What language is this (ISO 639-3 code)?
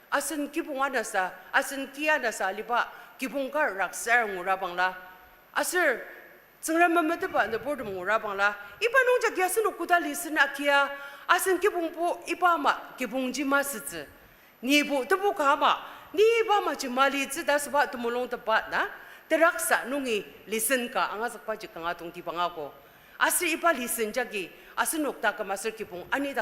njo